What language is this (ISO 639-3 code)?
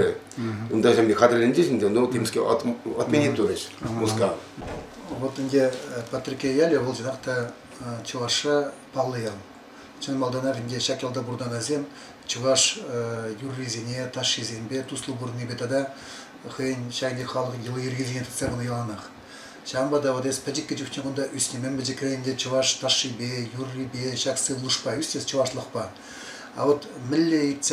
chv